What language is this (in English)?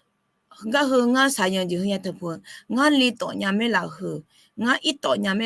Akha